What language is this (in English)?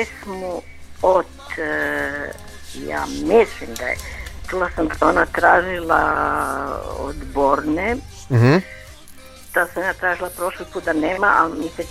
Croatian